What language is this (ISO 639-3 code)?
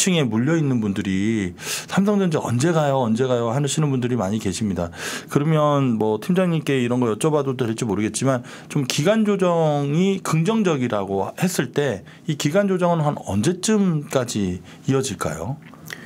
kor